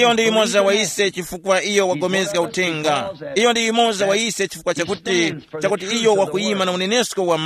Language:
Tumbuka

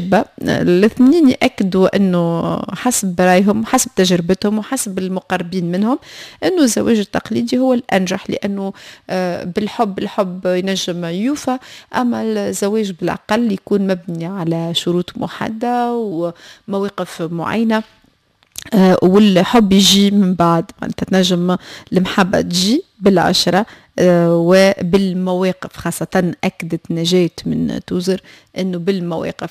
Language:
Tunisian Arabic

